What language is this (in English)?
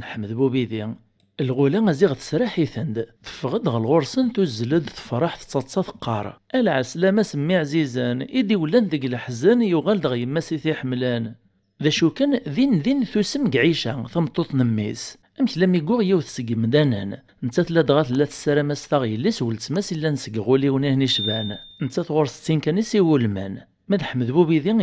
Kabyle